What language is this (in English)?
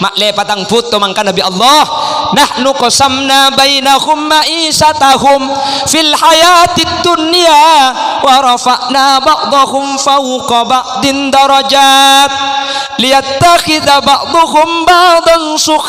Madurese